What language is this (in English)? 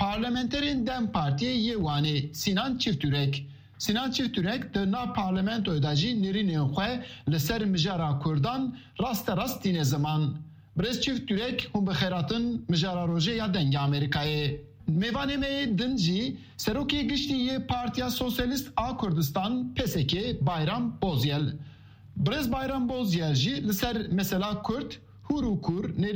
Kurdish